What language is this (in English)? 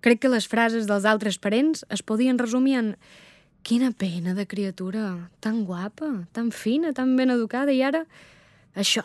Catalan